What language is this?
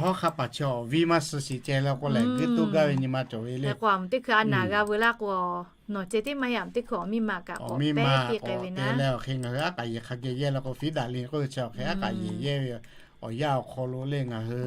Lahu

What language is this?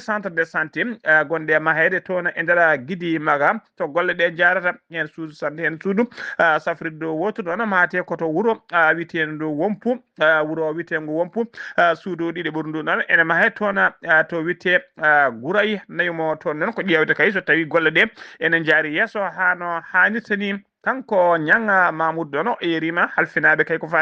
Fula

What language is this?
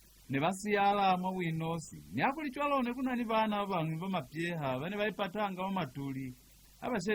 Lozi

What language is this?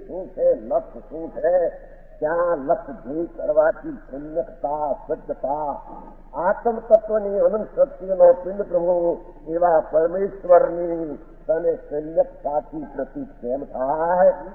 Gujarati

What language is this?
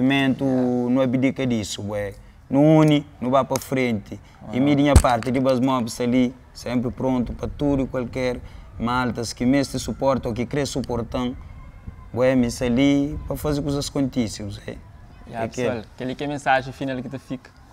Kabuverdianu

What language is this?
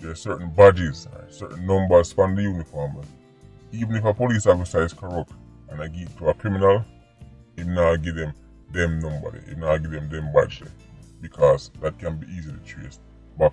Jamaican Creole English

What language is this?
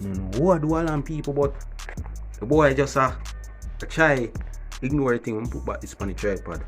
Jamaican Creole English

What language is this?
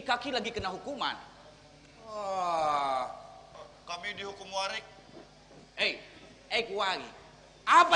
Banjar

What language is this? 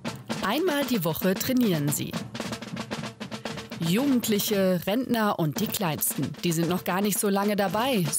German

